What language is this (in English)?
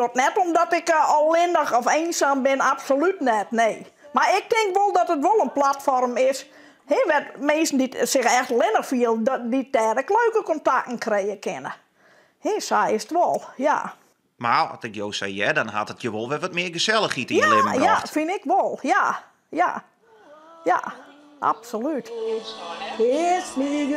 Western Frisian